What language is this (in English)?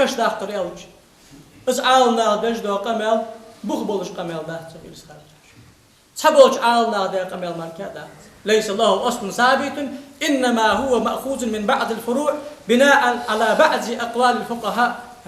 Ingush